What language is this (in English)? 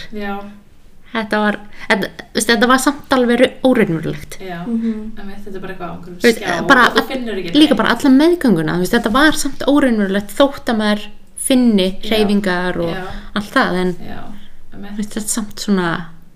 Icelandic